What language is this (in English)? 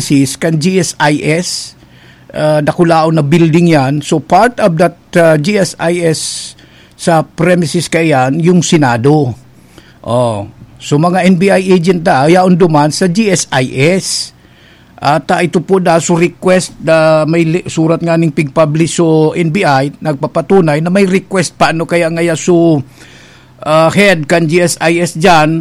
Bikol